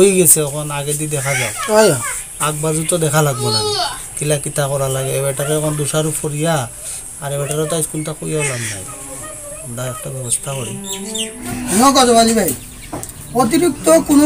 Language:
Sylheti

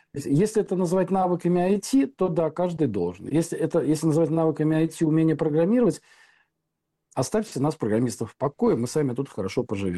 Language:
Russian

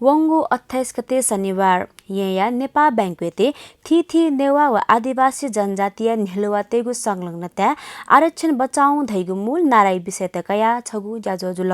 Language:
Newari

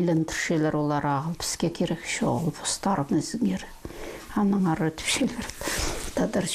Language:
Khakas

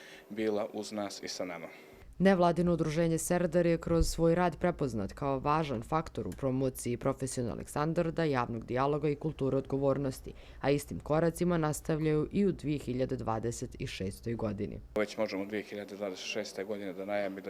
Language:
Bosnian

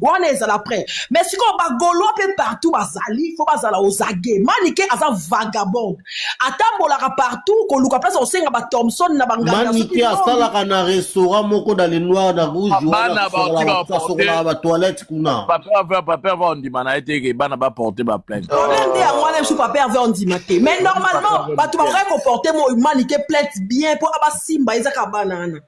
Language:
Lingala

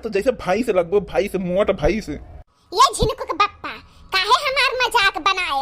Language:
Bhojpuri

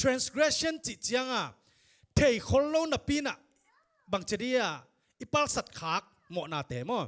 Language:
Tedim Chin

